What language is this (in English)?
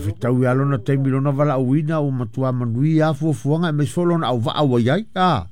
Samoan